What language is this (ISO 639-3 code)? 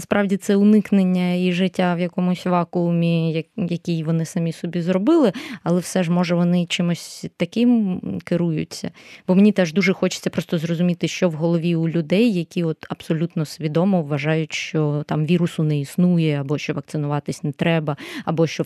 ukr